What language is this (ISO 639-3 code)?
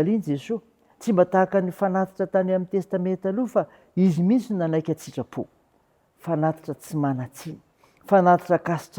mlg